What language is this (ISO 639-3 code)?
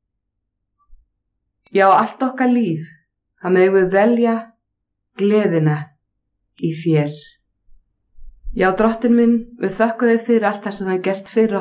isl